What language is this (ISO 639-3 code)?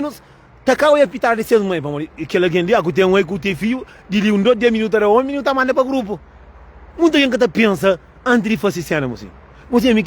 kea